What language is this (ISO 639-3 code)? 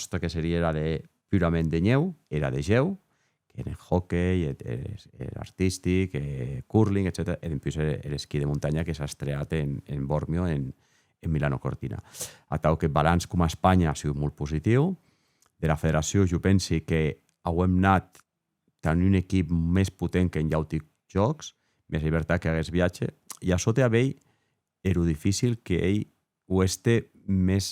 oci